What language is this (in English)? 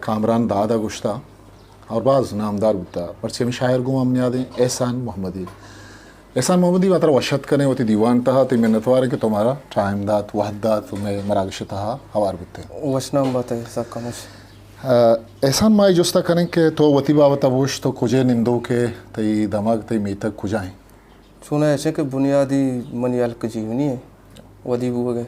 Eastern Balochi